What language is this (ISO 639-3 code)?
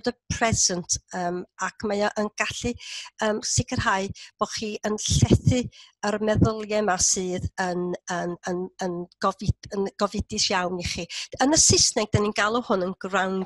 cym